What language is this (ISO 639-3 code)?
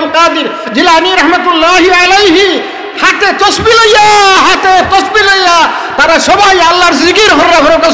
syl